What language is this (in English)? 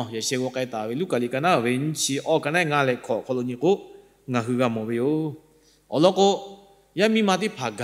Lahu